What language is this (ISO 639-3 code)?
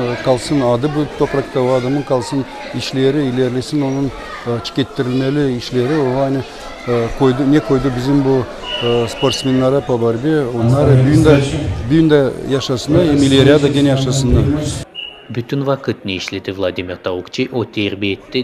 gag